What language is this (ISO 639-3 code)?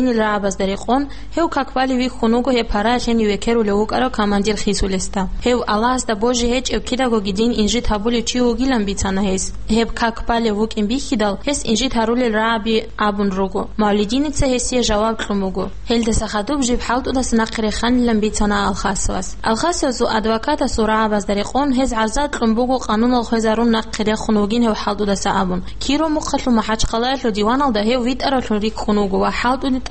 ava